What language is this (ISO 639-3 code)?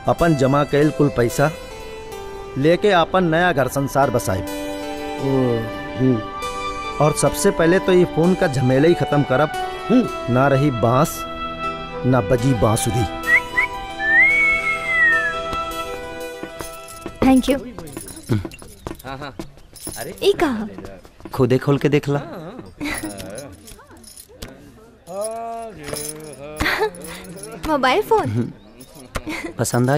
bho